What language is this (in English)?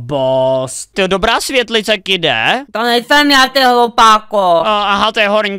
Czech